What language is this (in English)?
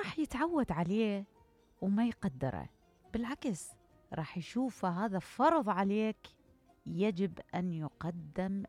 Mesopotamian Arabic